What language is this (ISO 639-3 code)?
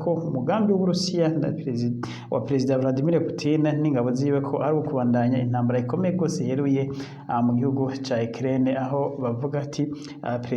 run